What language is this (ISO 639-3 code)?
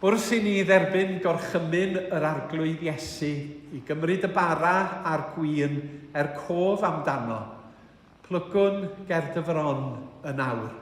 cym